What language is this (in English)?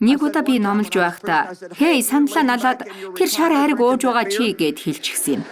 Mongolian